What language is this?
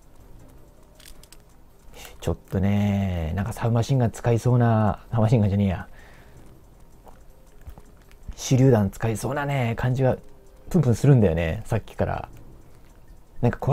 Japanese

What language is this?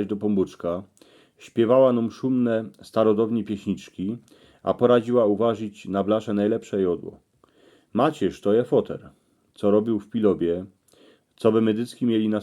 Silesian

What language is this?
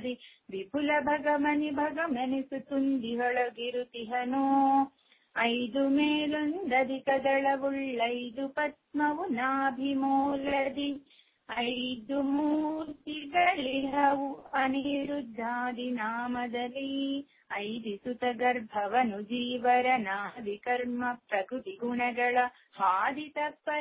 Kannada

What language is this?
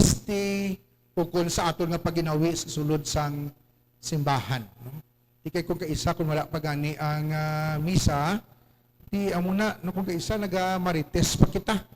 Hiligaynon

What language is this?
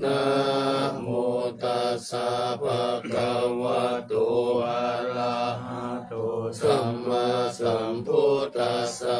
Pali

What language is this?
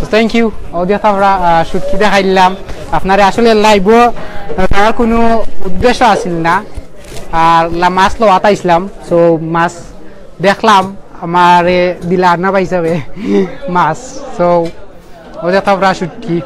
Sylheti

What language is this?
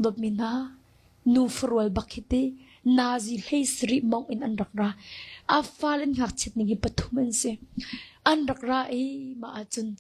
Hakha Chin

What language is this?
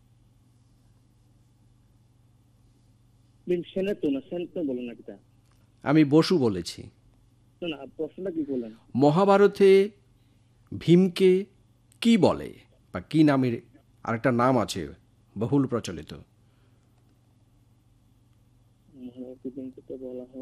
Bangla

